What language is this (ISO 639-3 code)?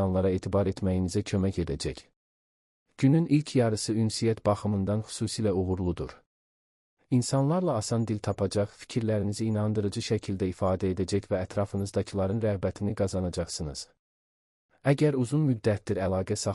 aze